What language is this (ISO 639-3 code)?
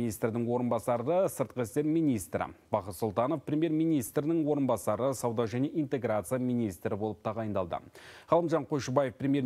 kaz